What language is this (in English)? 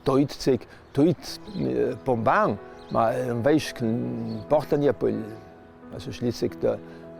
Ladin